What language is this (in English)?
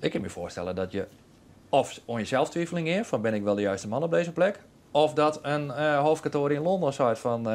Western Frisian